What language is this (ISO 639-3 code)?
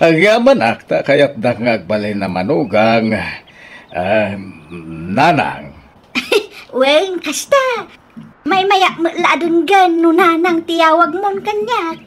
ilo